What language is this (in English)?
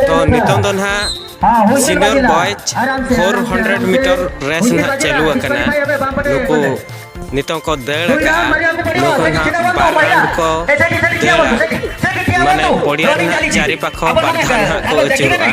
Santali